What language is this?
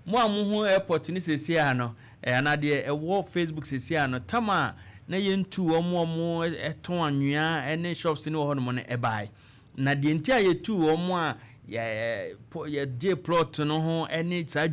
Akan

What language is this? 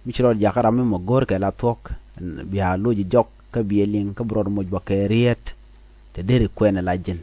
Nuer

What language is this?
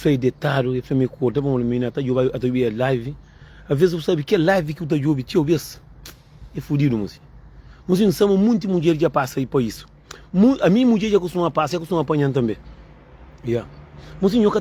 Kabuverdianu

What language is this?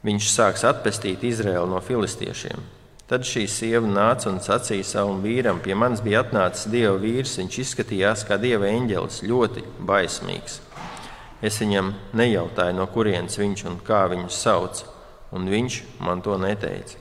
Latvian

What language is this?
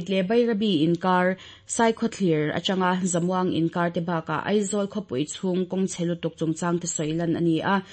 Mizo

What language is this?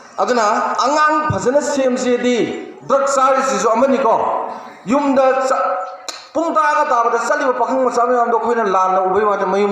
Manipuri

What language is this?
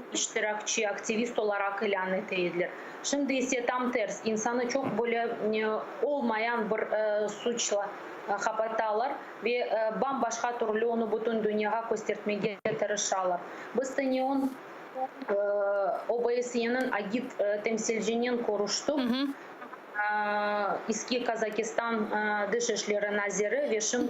Crimean Tatar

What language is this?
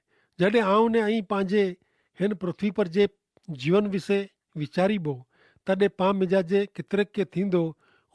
Kachhi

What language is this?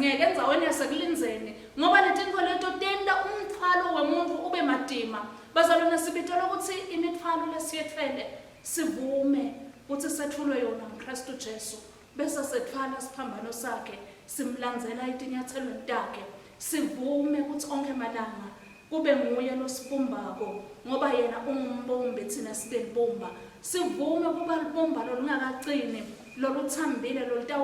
Swati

